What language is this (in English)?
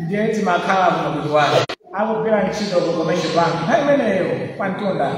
Nyanja